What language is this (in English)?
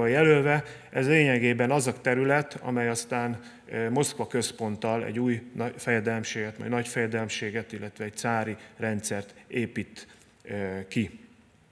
Hungarian